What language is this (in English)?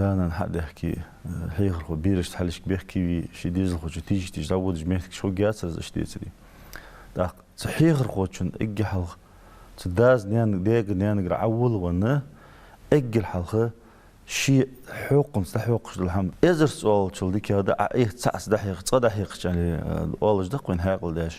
Ingush